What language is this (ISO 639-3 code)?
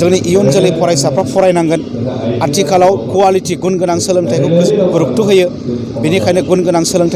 brx